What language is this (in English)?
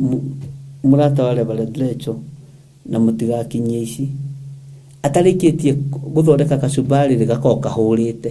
Kikuyu